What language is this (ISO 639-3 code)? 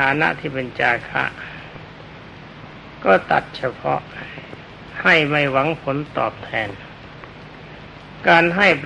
tha